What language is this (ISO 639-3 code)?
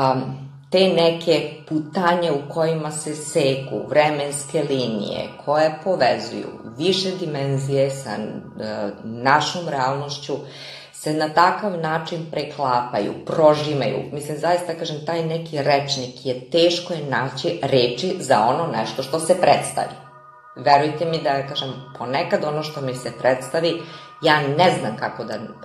srp